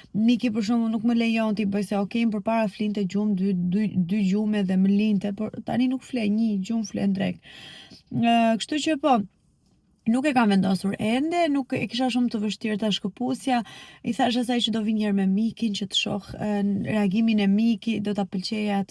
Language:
Albanian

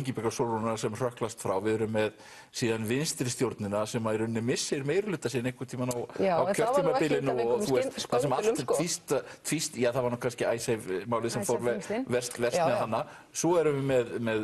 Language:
Icelandic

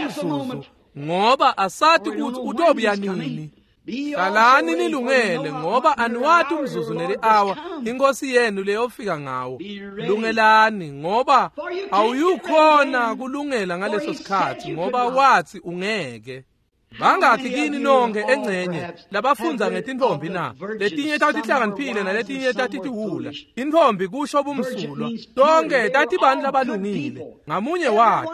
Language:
Swati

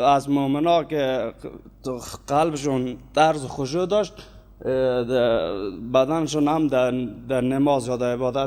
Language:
Persian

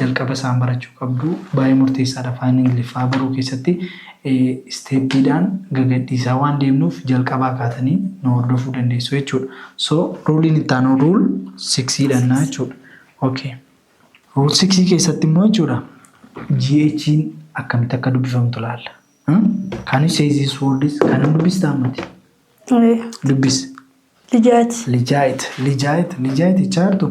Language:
Oromo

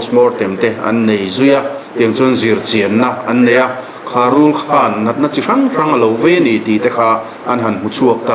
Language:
Mizo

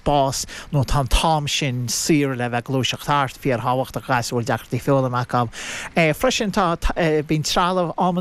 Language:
Irish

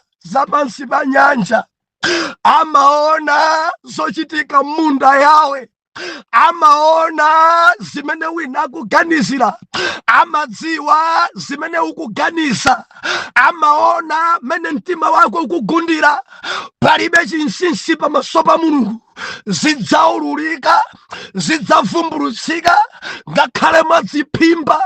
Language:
Nyanja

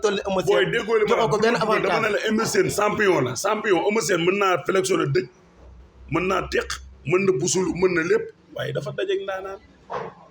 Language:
Wolof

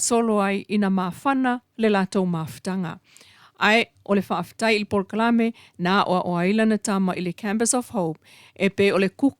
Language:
Samoan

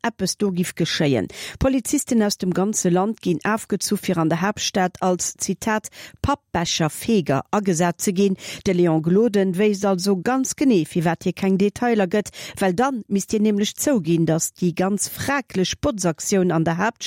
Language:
Luxembourgish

